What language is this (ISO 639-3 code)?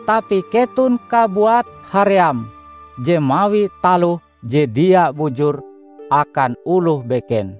nij